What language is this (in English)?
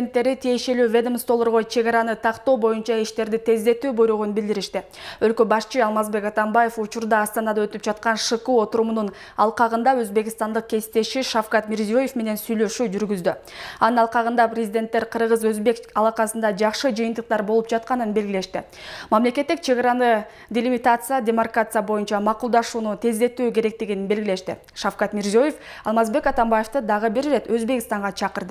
Kyrgyz